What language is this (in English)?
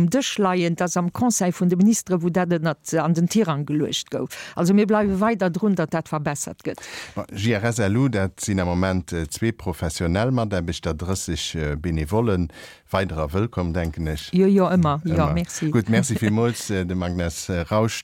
Luxembourgish